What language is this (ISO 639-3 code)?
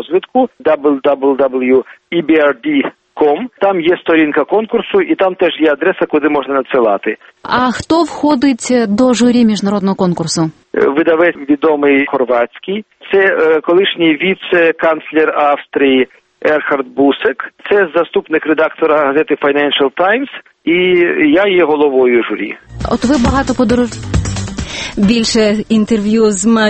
ukr